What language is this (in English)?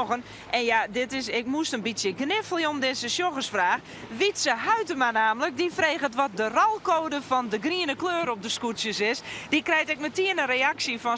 Western Frisian